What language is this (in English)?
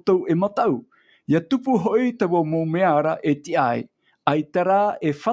Tahitian